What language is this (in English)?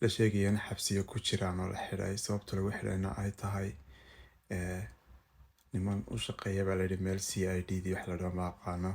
Somali